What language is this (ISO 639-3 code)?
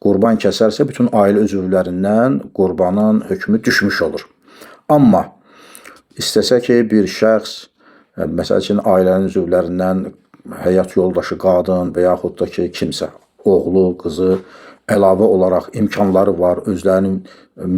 aze